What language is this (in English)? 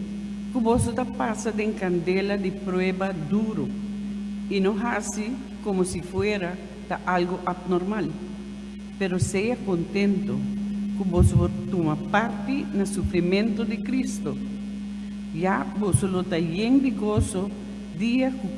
Papiamento